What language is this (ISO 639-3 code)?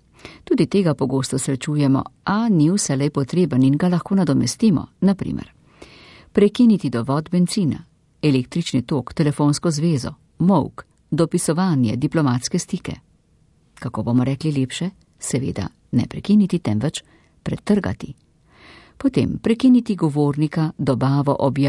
slv